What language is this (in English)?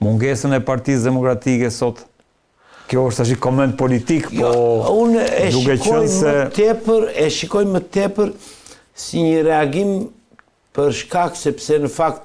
Albanian